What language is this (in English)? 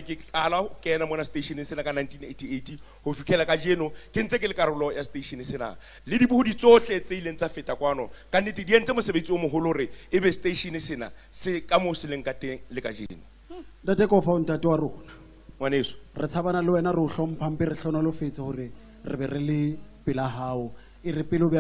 Southern Sotho